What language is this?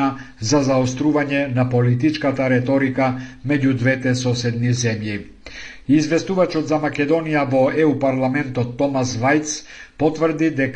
Macedonian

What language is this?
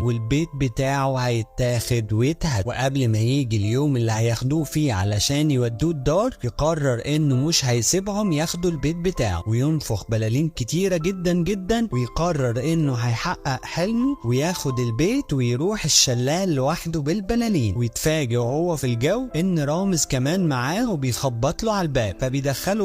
Egyptian Arabic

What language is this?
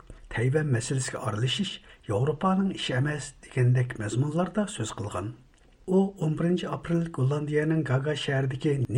Uyghur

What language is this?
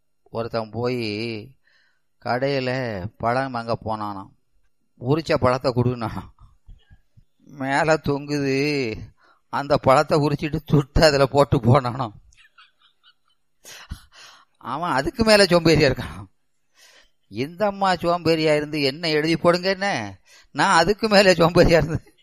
Tamil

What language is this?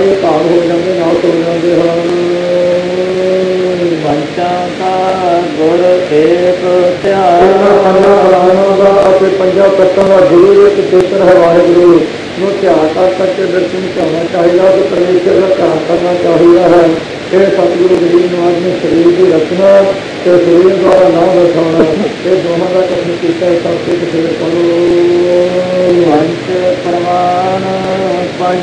Punjabi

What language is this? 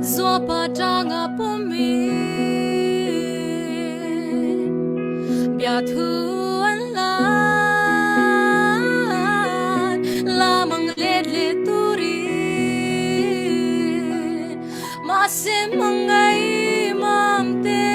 Falam Chin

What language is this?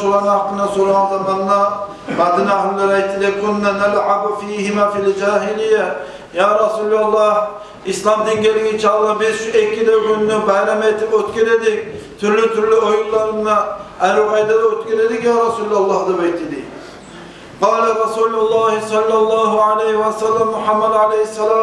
Kumyk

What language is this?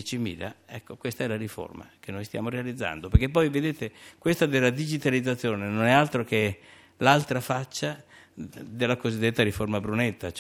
Italian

